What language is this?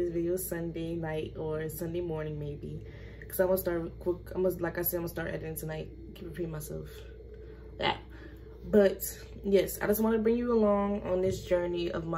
English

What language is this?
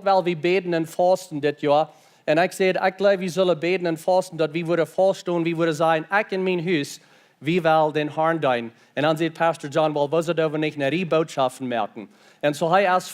Plautdietsch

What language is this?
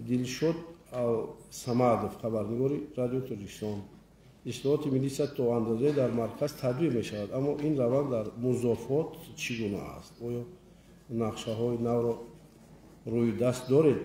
Tajik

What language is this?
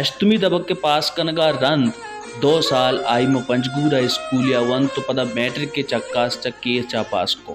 Baluchi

